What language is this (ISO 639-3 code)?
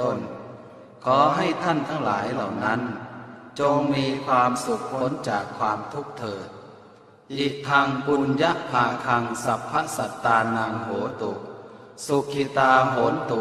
pli